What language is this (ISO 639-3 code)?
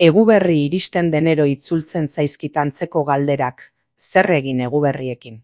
eus